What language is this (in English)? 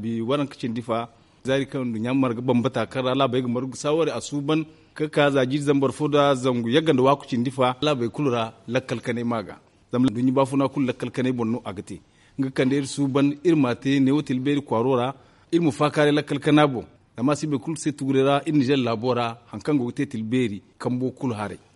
Zarma